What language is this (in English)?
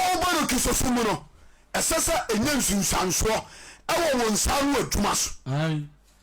Akan